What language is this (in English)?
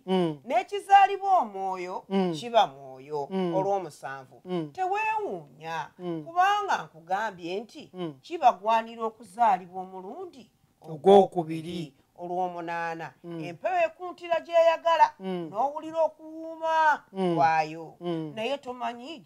Ganda